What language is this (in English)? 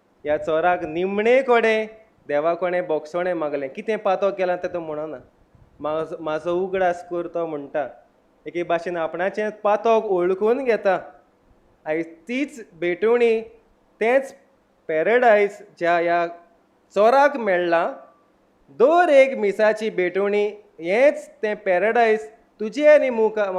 Konkani